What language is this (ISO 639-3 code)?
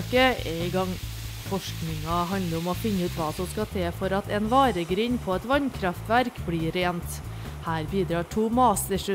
nor